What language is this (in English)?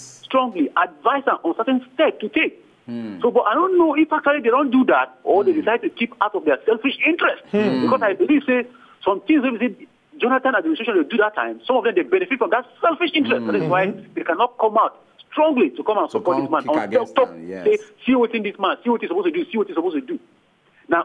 Nigerian Pidgin